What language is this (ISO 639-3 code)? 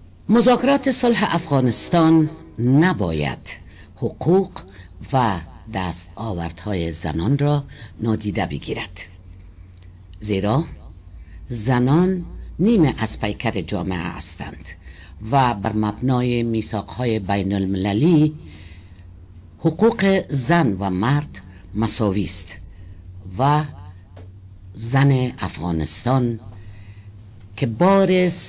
fas